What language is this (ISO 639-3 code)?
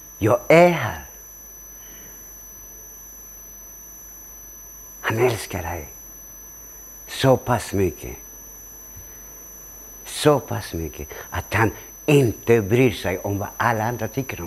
swe